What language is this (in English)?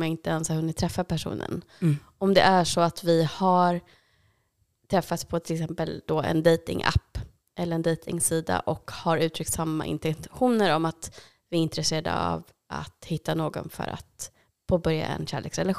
Swedish